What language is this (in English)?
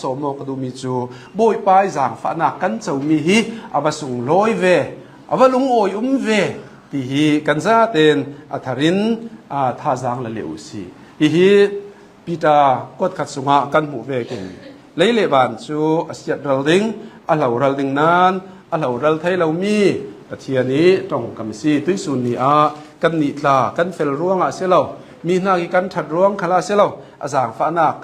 Hakha Chin